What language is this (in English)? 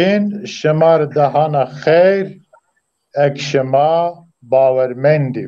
Zaza